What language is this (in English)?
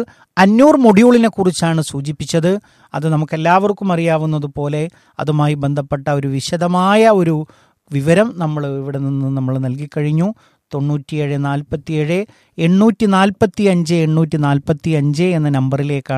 Malayalam